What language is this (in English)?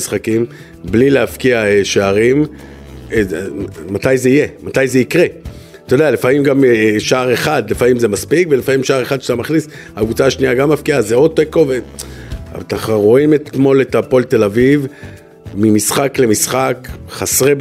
Hebrew